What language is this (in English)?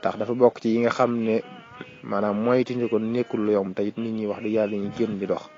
Wolof